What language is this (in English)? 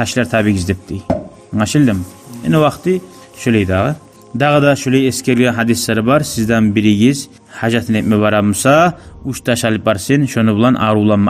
Kumyk